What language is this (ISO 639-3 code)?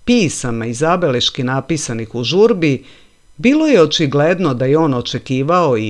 srp